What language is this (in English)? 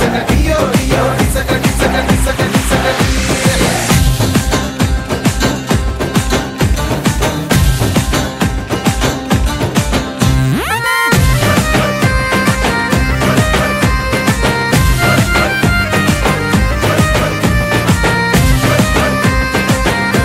Telugu